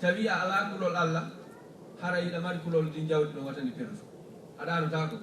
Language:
Fula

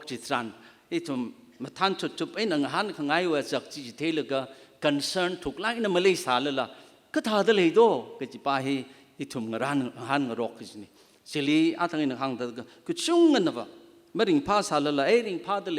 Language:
Tangkhul Naga (India)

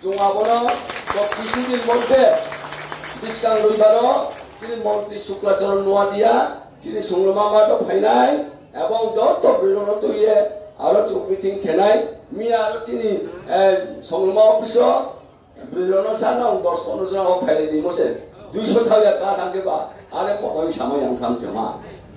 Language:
Riang (India)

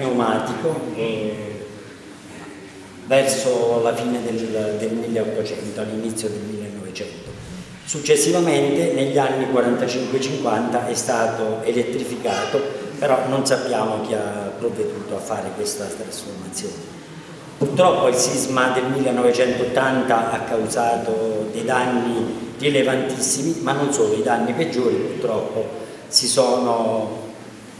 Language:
Italian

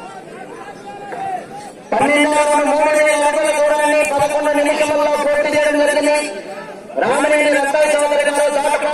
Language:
Telugu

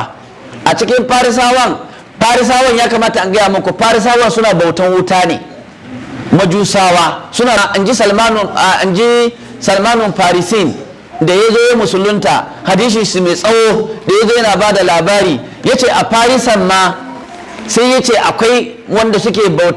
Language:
Hausa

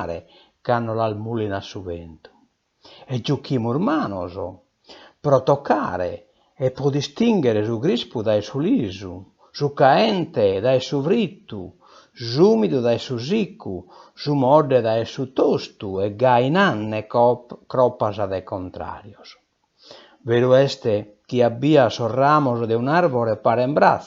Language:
Sardinian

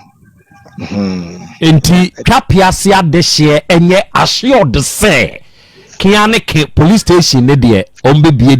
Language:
Akan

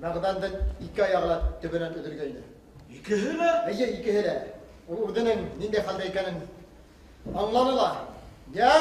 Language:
Bashkir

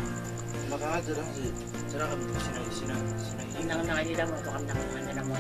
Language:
Gilbertese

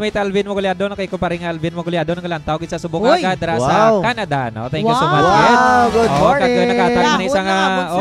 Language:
Hiligaynon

